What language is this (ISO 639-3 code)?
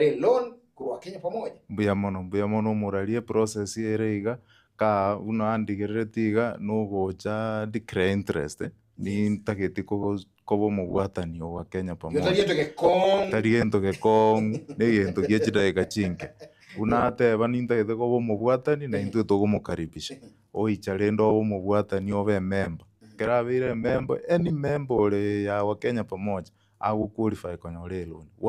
guz